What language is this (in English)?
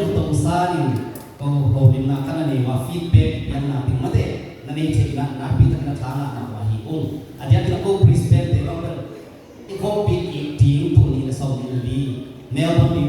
Tedim Chin